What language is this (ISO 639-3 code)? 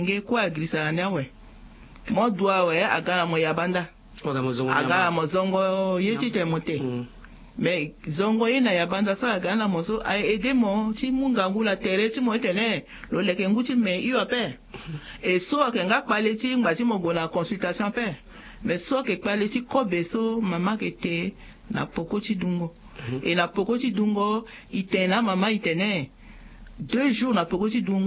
sag